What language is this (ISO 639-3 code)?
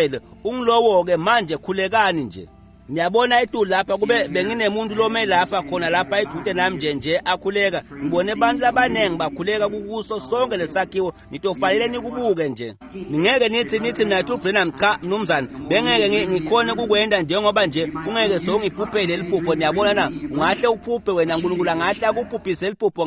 ssw